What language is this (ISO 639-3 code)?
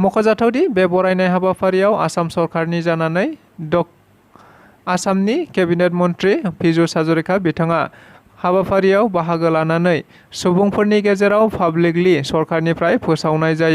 brx